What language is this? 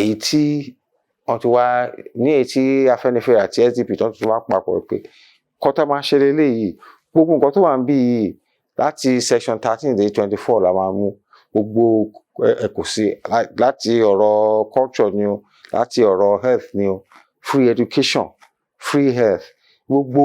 Yoruba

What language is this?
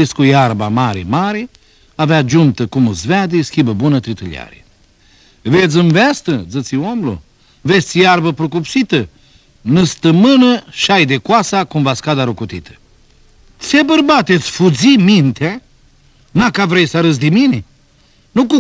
Aromanian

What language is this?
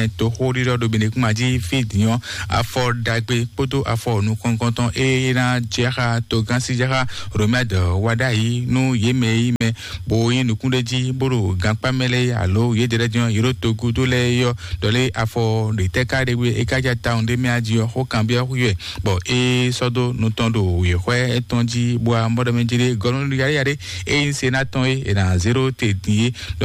Fon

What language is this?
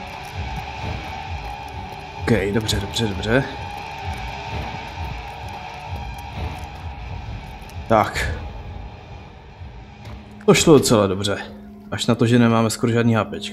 Czech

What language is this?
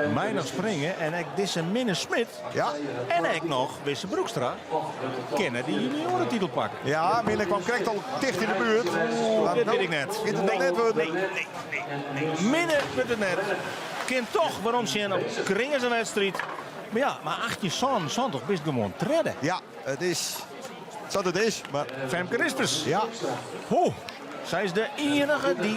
Western Frisian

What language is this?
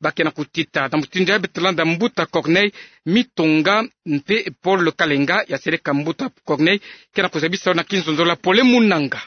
Kituba (Democratic Republic of Congo)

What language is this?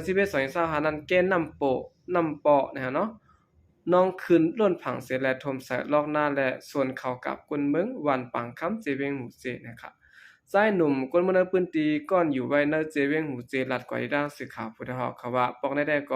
Shan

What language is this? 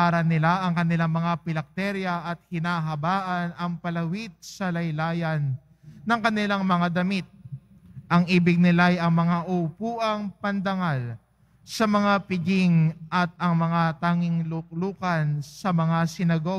Filipino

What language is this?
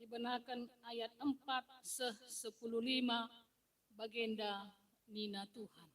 Batak Karo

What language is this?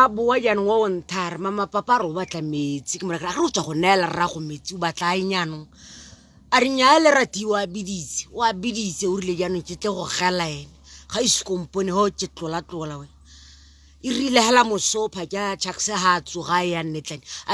Tswana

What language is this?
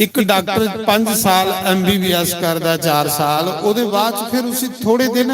Dogri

